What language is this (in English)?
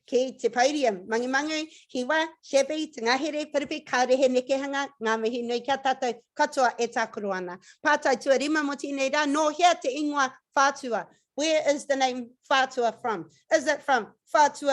Māori